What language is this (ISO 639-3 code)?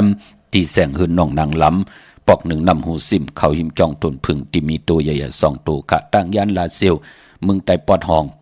shn